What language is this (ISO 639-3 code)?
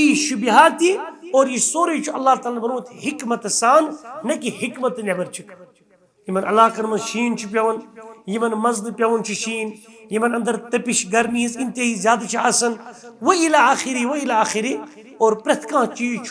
kas